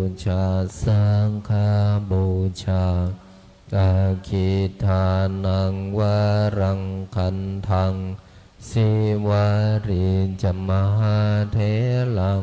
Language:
Pali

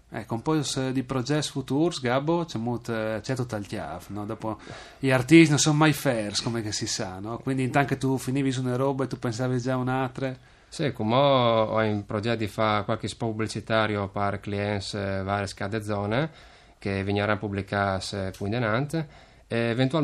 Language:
Friulian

